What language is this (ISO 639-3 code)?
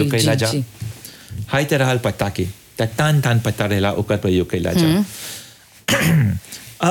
bho